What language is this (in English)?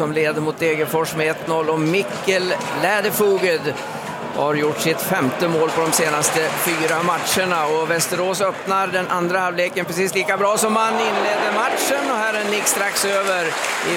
Swedish